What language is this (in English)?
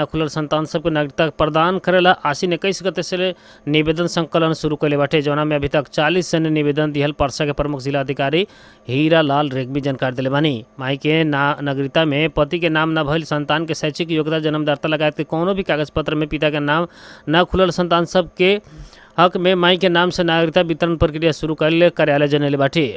Bhojpuri